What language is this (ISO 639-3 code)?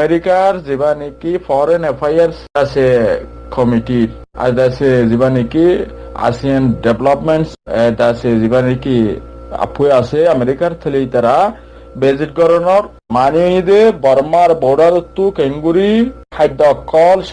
rhg